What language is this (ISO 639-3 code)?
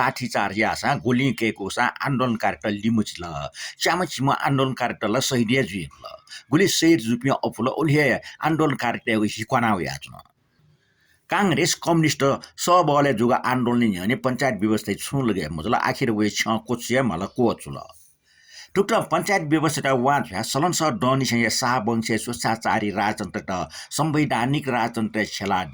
new